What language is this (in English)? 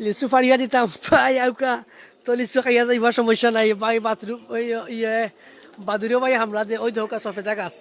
Sylheti